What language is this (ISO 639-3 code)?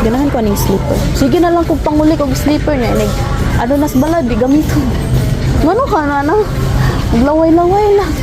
ceb